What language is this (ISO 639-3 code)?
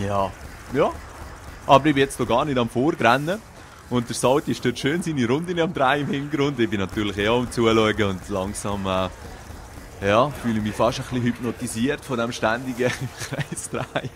gsw